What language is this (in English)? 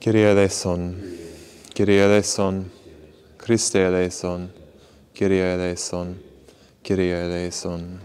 Latin